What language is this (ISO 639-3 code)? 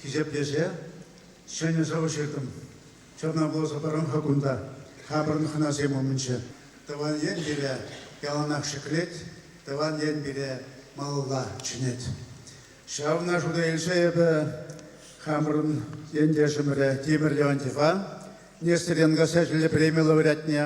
chv